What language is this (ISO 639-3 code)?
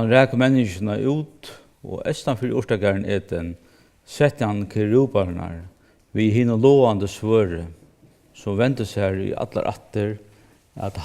fao